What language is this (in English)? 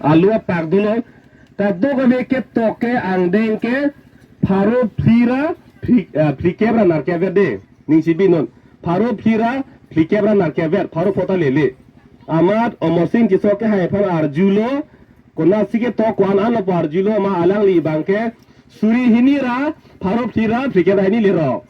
Karbi